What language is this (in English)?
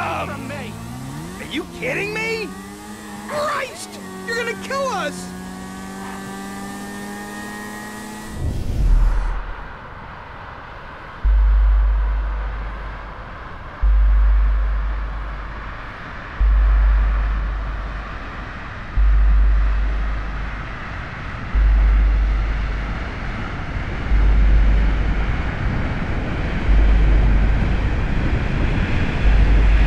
English